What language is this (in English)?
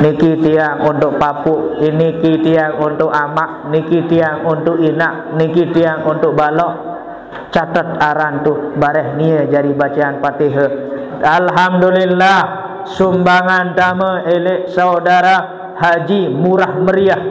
Sasak